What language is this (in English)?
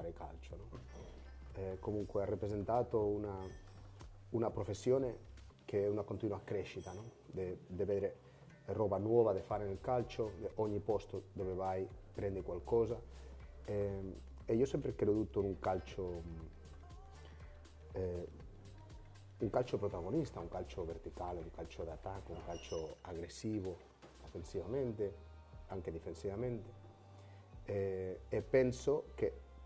Italian